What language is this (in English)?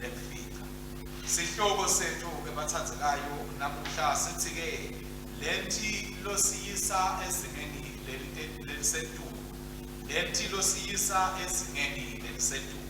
Swati